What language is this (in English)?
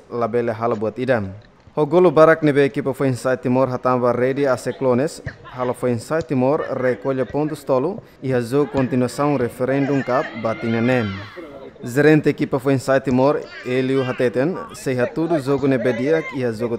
Tetum